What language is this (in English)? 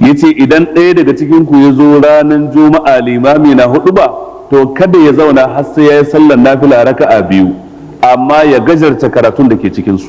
Hausa